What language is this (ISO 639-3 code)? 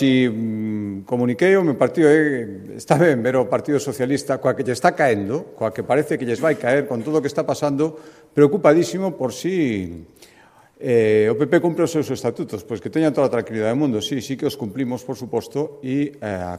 glg